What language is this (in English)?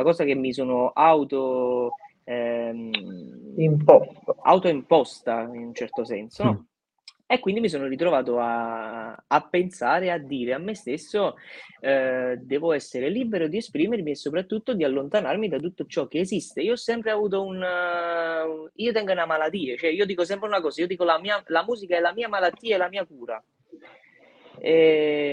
Italian